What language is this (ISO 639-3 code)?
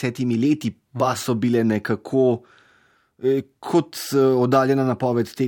slv